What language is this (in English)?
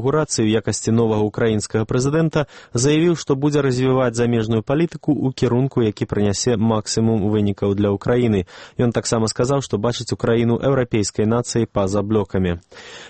Belarusian